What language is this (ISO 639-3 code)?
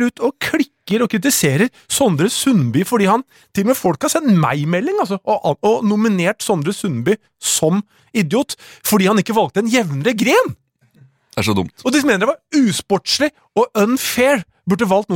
nor